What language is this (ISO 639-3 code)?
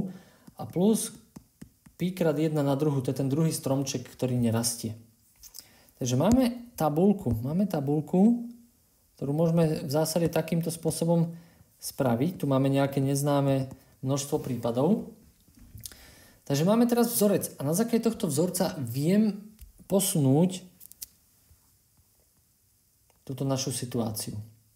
slk